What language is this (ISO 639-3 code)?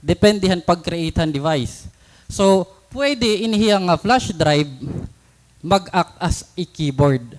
war